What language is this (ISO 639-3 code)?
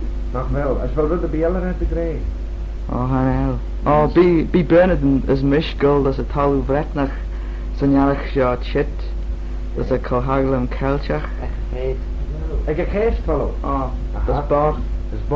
glv